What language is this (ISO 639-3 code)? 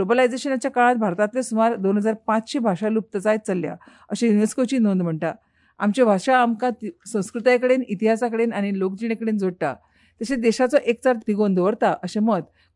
kok